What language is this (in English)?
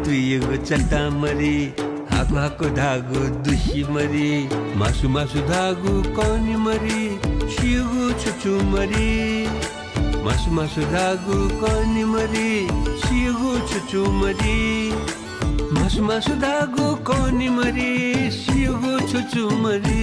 Newari